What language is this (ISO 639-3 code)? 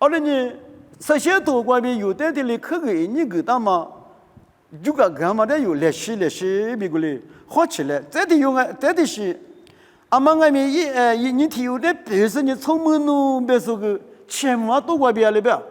lis